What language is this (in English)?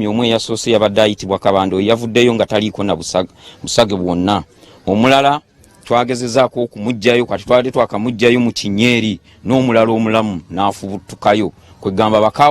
Ganda